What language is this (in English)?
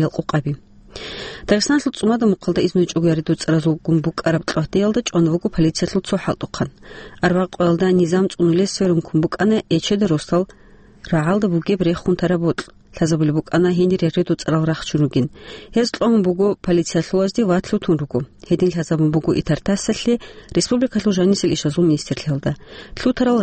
Avaric